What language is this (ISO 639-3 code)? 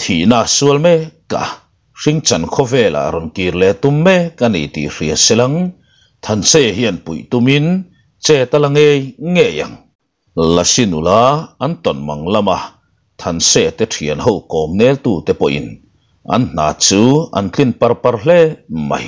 lus